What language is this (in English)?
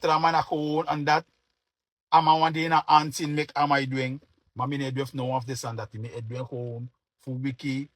Sranan Tongo